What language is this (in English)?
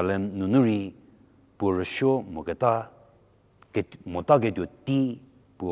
Angami Naga